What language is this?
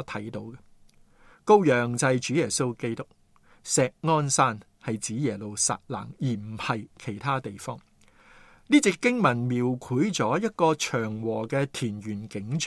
Cantonese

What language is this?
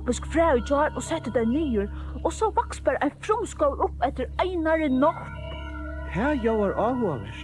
Faroese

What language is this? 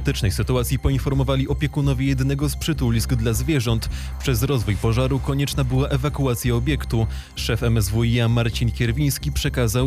Polish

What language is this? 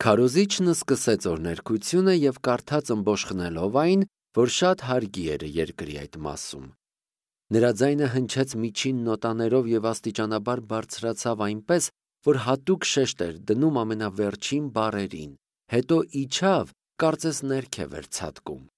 Armenian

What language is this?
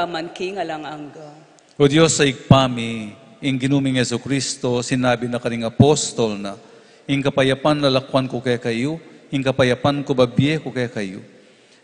Pampanga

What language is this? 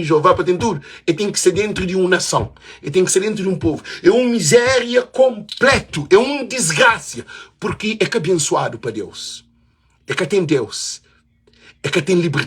Kabuverdianu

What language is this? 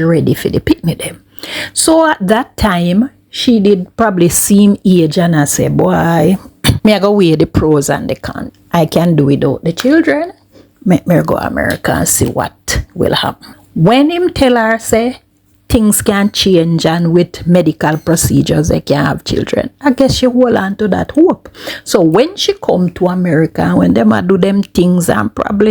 Jamaican Creole English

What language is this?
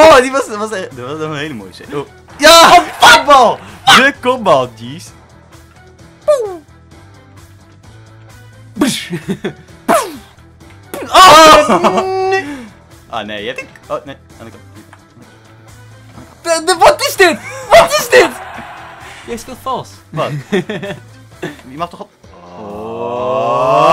Dutch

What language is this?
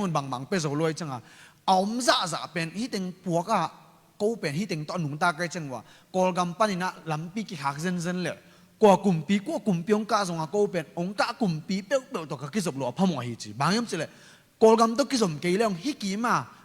Tedim Chin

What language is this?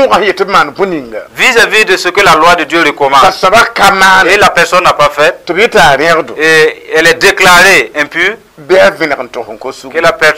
Mossi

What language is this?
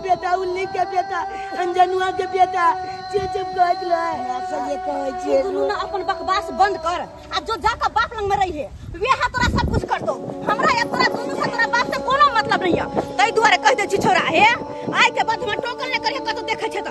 Maithili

